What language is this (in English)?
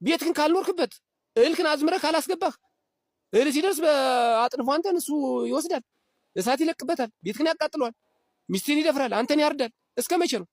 Amharic